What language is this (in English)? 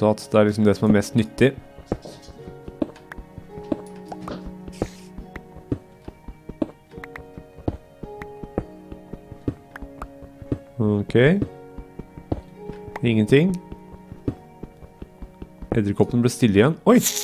Norwegian